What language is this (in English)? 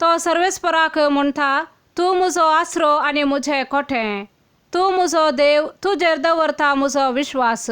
Konkani